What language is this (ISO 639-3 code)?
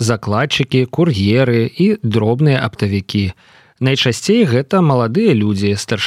bel